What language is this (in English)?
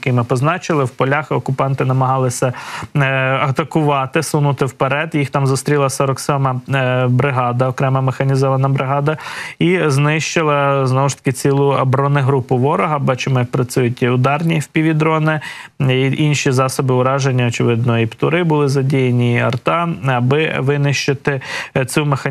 Ukrainian